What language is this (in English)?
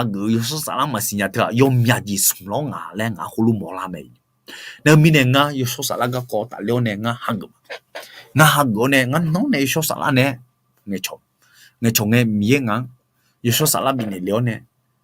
Akha